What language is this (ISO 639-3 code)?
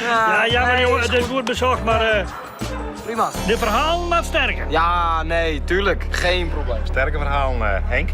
fry